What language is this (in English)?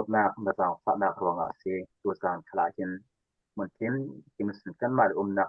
Falam Chin